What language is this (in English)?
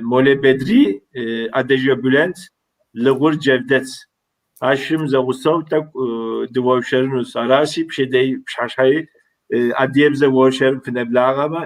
Kabardian